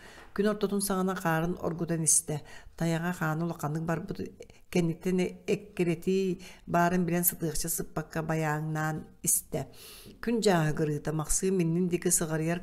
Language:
Yakut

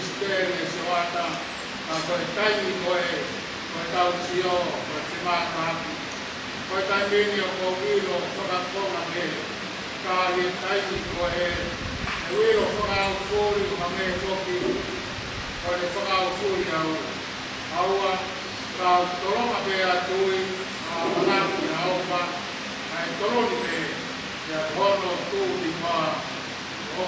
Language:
Tongan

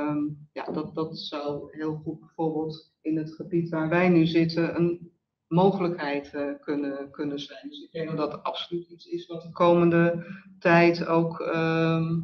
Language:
Dutch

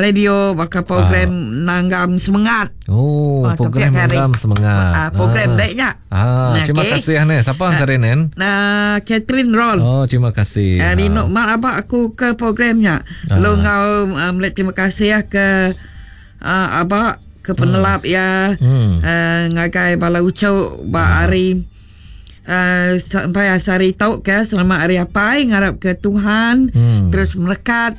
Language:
Iban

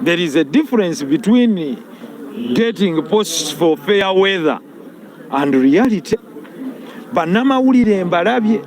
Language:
Ganda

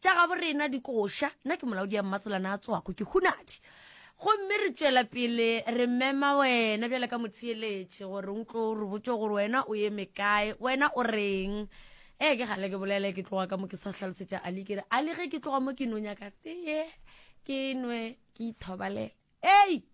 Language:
Northern Sotho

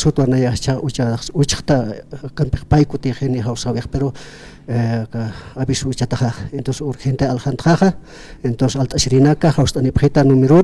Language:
Aymara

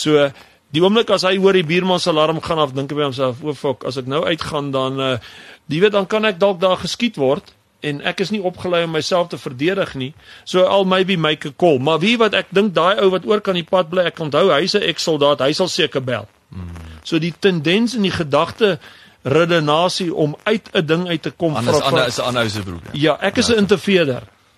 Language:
Afrikaans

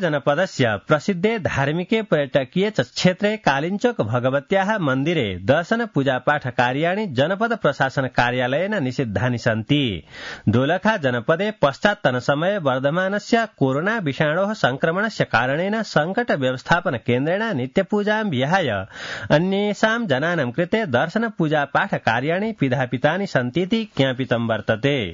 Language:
Sanskrit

